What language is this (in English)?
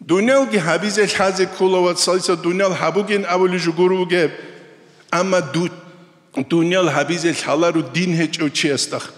Avaric